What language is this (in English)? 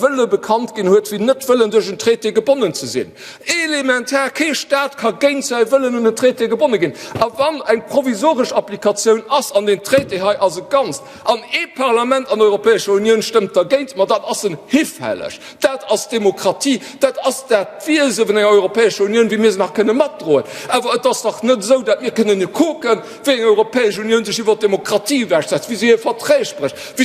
Luxembourgish